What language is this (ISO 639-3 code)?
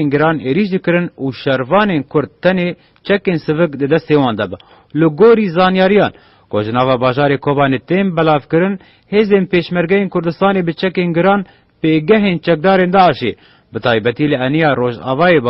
kur